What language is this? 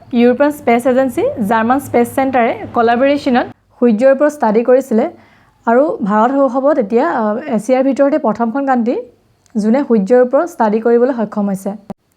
Assamese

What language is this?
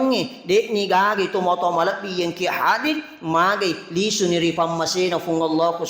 Buginese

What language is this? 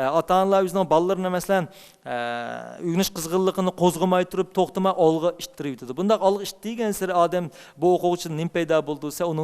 Uyghur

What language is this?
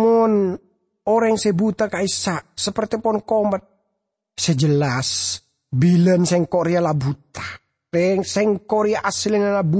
Madurese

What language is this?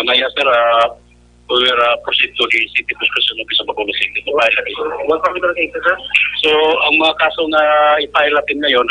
Hiligaynon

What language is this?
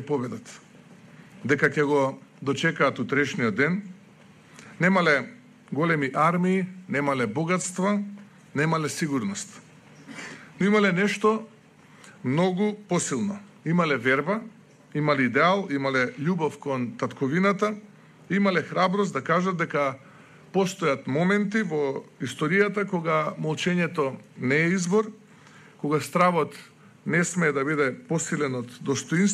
Macedonian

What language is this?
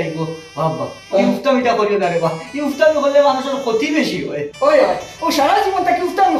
Sylheti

